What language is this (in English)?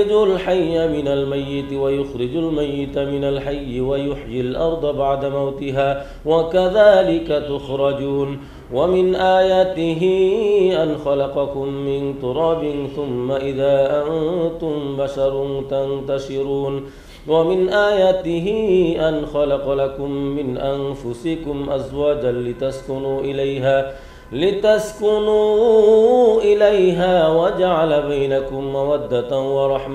Arabic